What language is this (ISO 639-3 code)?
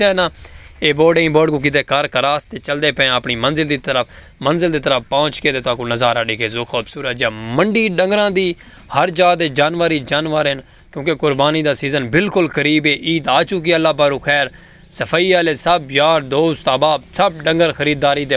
skr